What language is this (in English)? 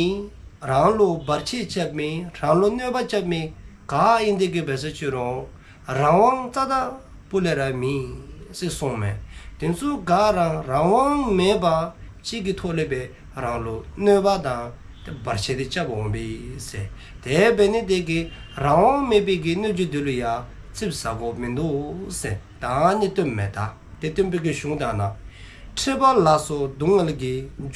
Dzongkha